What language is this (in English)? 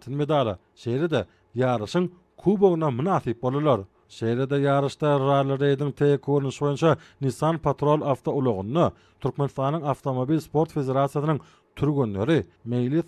Turkmen